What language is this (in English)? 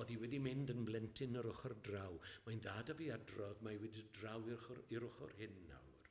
Welsh